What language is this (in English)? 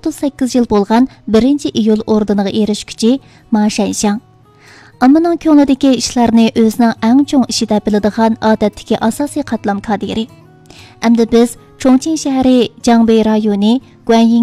Uyghur